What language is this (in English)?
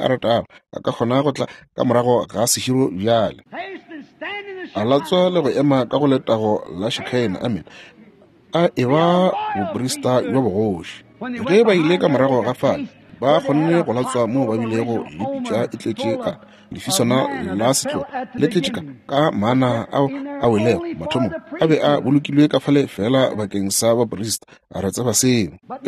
Northern Sotho